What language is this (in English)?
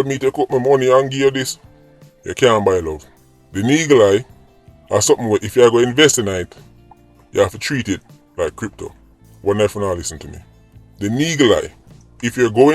Jamaican Creole English